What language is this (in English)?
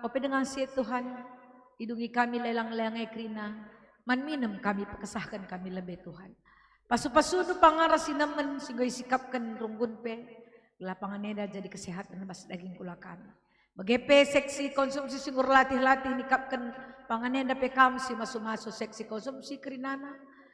Batak Karo